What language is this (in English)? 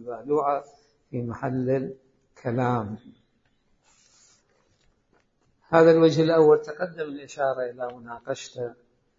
Arabic